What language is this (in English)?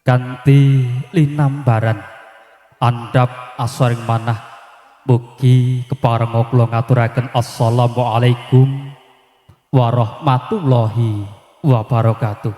Javanese